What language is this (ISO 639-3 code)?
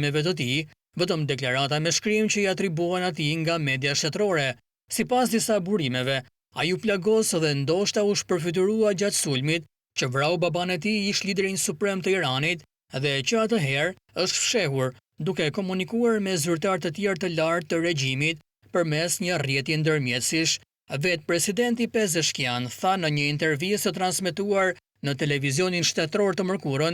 sqi